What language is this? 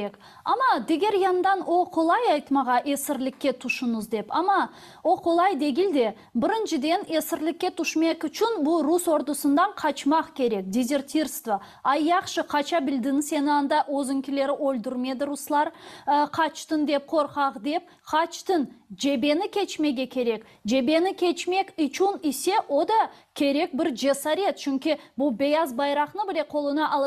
Crimean Tatar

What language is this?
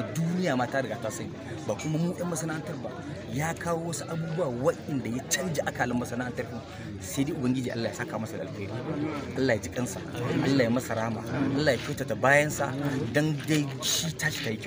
Hausa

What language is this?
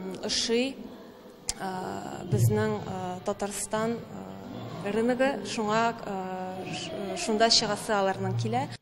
Tatar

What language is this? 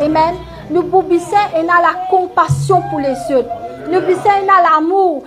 Morisyen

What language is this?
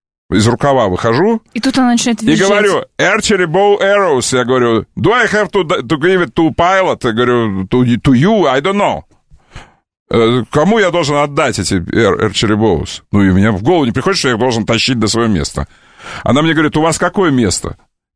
Russian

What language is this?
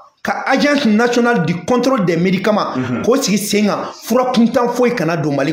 Bambara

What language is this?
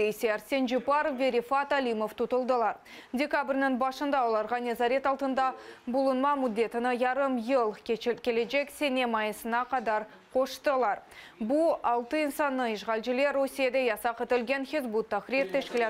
Crimean Tatar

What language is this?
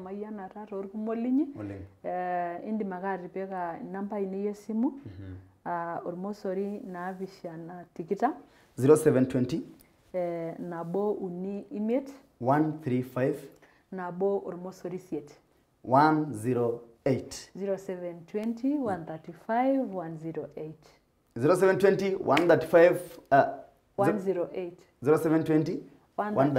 Masai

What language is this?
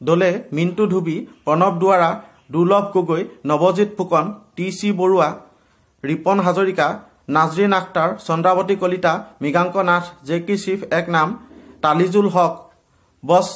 Assamese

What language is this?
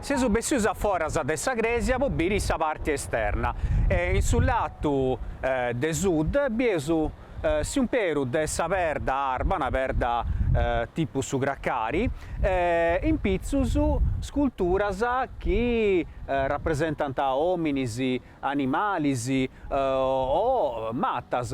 Sardinian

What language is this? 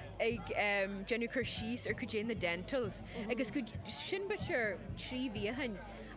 Irish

